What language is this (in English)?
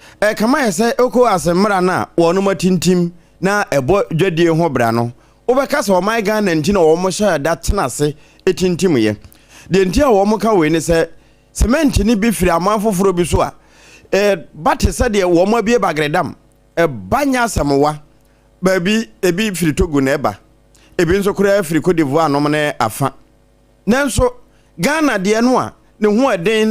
Akan